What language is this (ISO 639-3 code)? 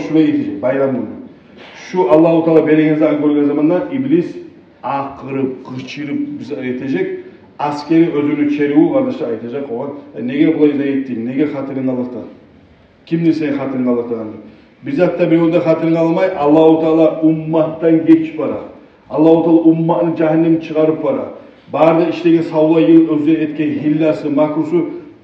kum